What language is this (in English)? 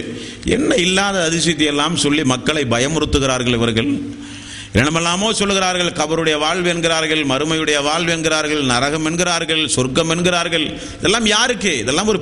Tamil